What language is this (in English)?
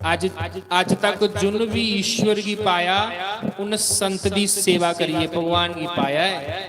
Dogri